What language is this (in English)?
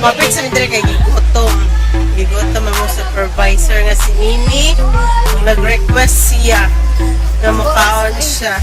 Cebuano